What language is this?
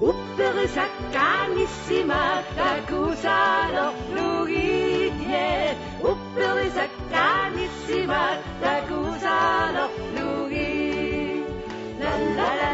Kalaallisut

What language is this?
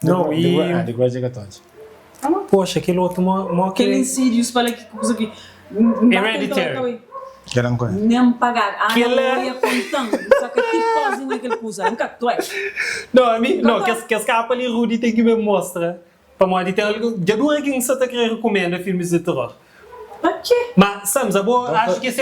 Kabuverdianu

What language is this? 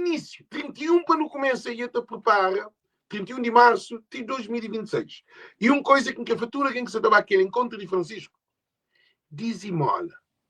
Kabuverdianu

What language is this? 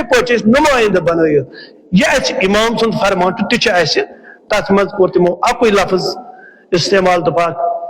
Kashmiri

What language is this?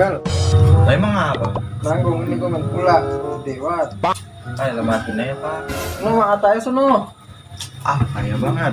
Betawi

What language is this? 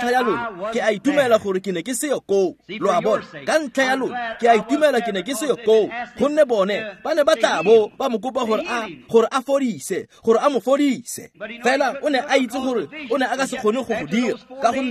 Tswana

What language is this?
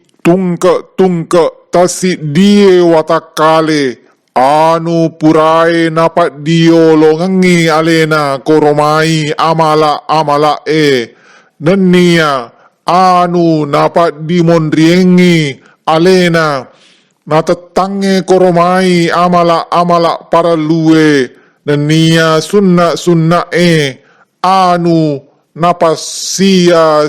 Buginese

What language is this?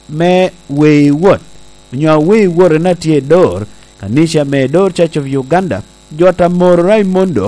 Lango (Uganda)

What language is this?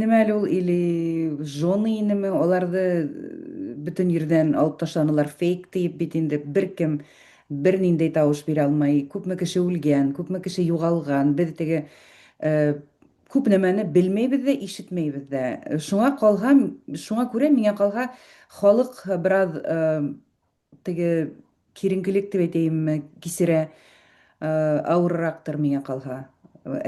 Bashkir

